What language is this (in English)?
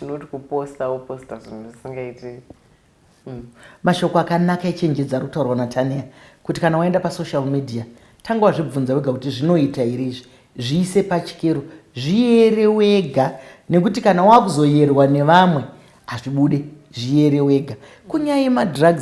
Shona